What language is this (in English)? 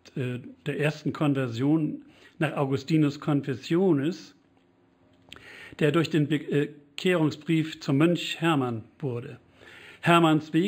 German